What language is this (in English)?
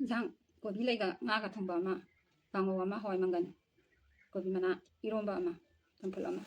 Manipuri